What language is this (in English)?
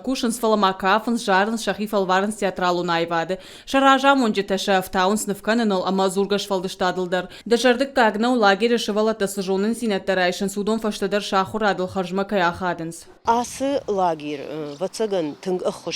Ossetic